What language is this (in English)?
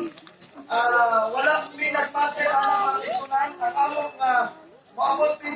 Cebuano